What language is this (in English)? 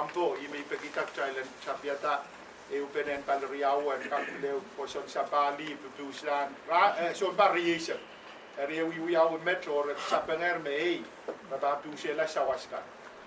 Pohnpeian